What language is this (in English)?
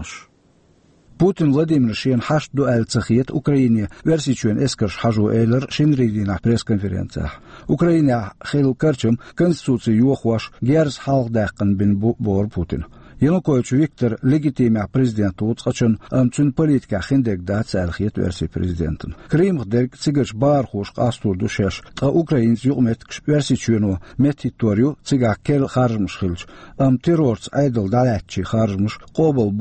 Chechen